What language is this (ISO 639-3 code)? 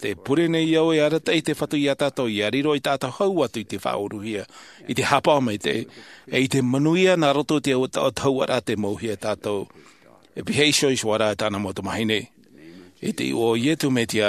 tah